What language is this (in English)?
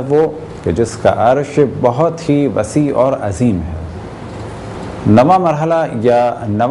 Urdu